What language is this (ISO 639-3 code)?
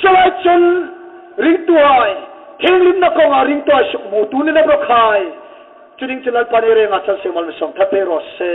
hmr